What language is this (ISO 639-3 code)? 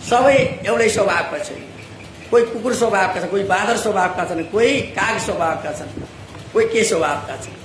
nep